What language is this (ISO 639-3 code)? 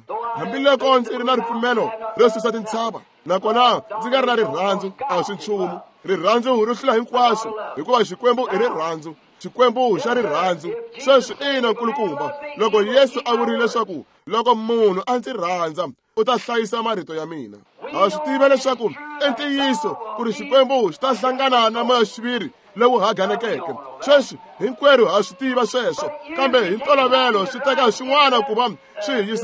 tso